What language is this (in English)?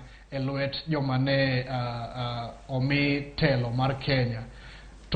Luo (Kenya and Tanzania)